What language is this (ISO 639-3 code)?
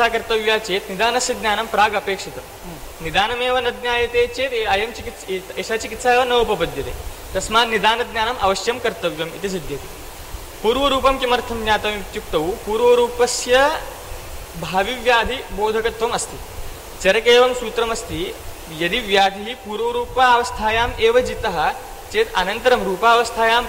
san